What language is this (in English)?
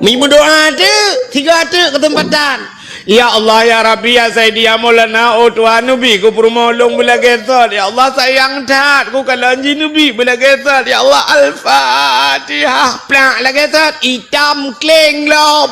Achinese